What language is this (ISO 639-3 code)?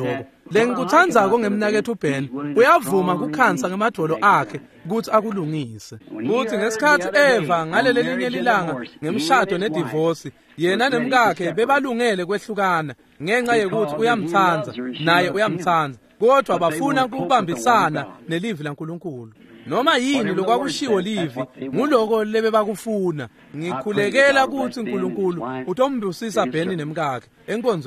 ssw